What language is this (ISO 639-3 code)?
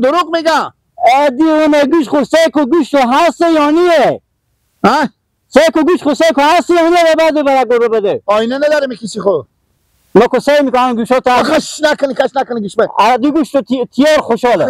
haz